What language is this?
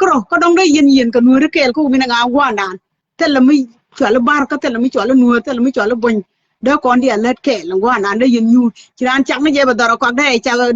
Nuer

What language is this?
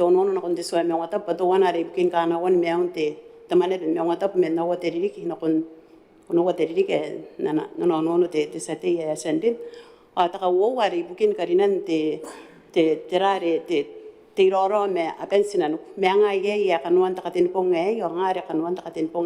Gilbertese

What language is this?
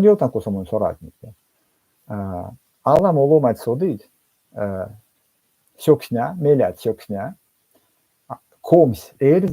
Erzya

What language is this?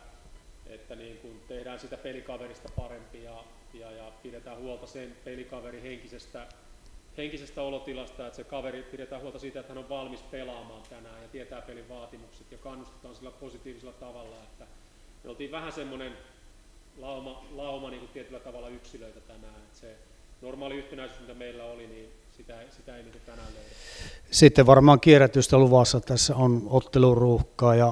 Finnish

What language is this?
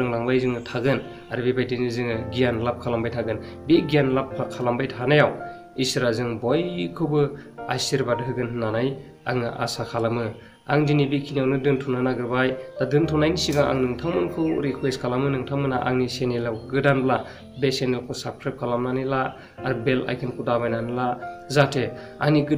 Bodo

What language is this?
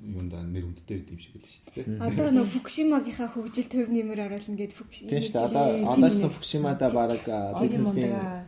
Mongolian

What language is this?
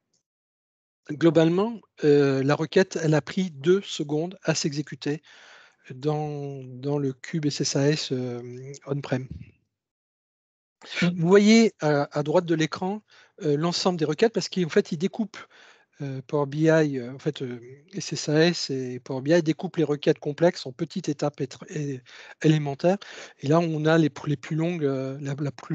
French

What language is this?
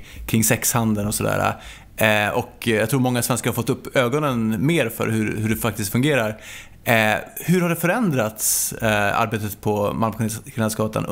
Swedish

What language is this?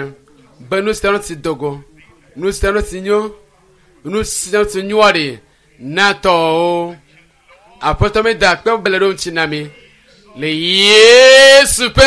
Ewe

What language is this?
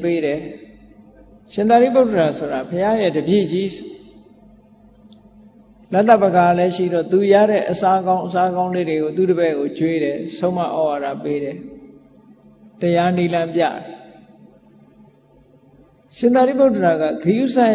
Burmese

